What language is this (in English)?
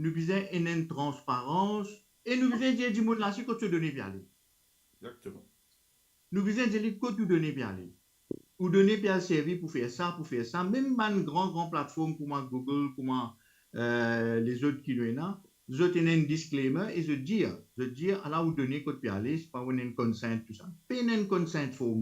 Morisyen